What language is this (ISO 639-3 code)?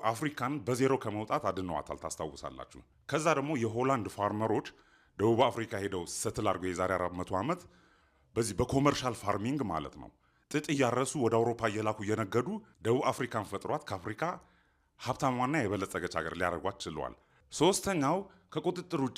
amh